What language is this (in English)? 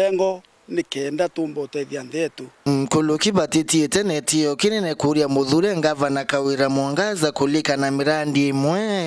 Meru